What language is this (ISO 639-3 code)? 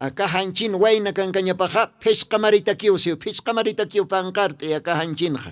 aym